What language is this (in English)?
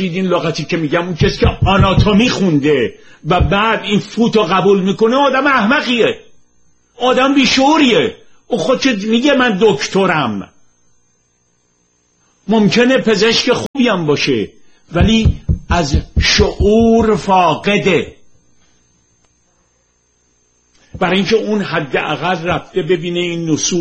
Persian